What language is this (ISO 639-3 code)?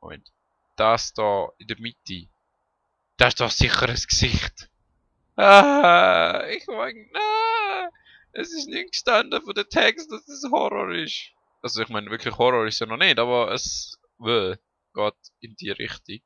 gsw